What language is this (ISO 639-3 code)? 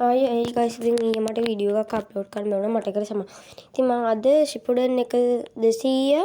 sin